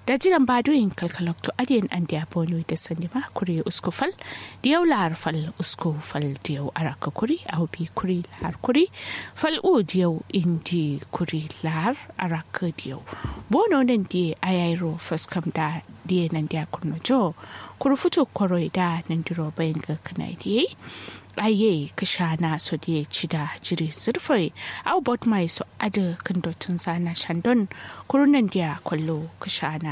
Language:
Kanuri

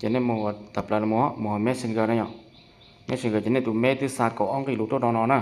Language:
Hmong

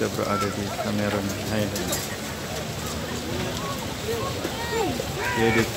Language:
Malay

